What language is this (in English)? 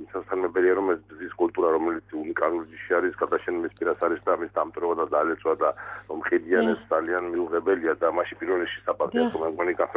Georgian